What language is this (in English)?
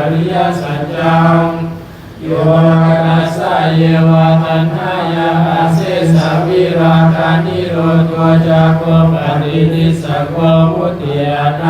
Pali